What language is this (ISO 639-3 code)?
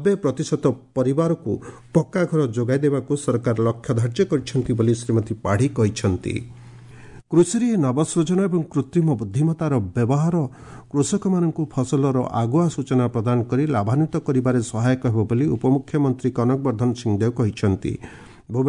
ori